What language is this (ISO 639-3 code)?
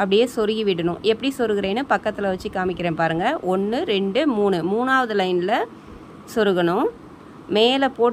tam